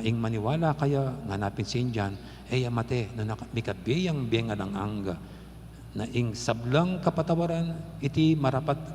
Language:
Pampanga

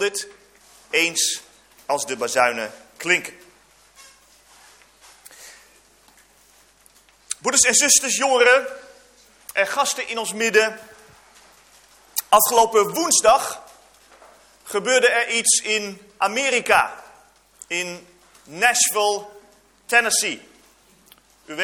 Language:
Dutch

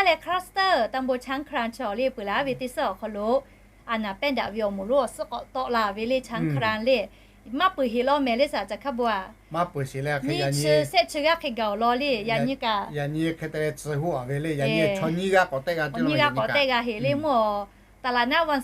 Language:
Lahu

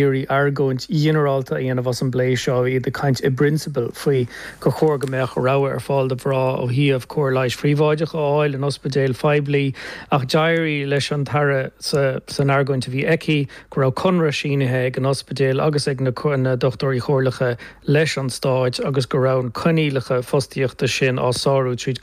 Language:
Irish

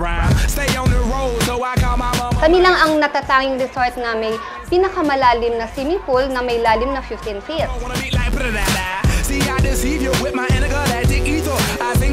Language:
Filipino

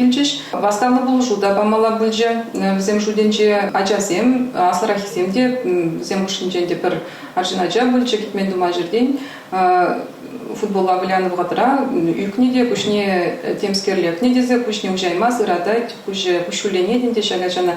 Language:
Chuvash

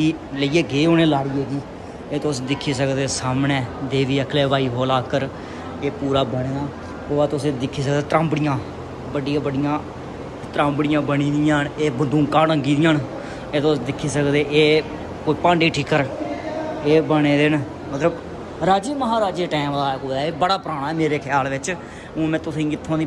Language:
Dogri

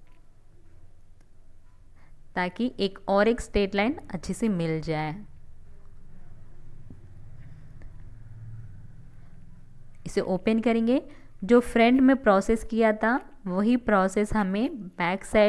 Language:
Hindi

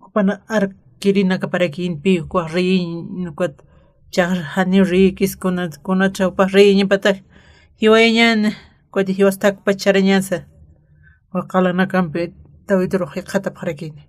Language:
Aymara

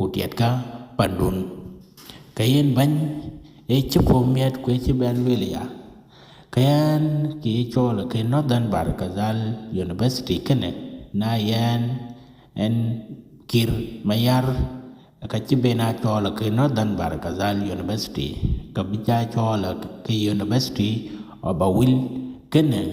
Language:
Dinka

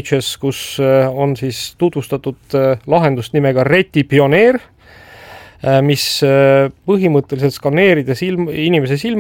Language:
Estonian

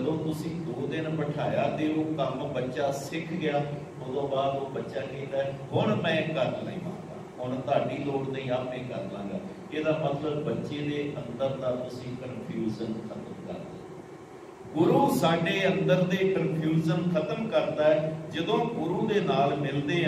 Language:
Punjabi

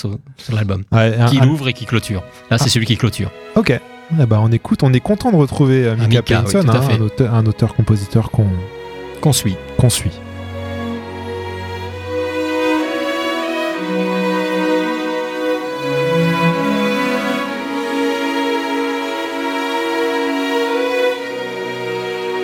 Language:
French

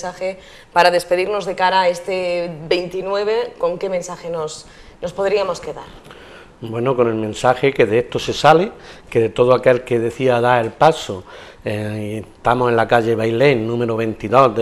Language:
Spanish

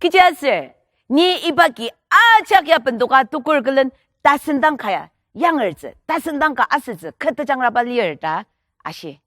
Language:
Ao Naga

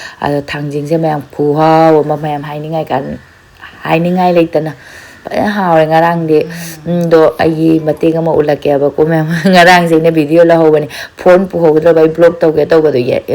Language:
Manipuri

